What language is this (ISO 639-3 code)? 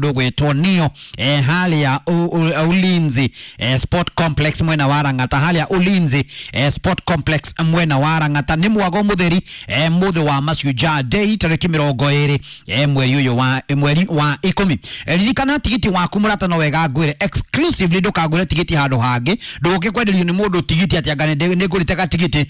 kik